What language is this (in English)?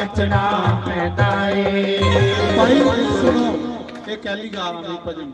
Dogri